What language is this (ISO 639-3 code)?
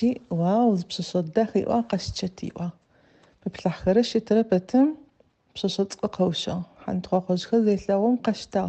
ady